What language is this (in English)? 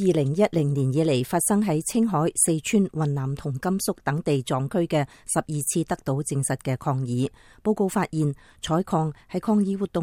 Cantonese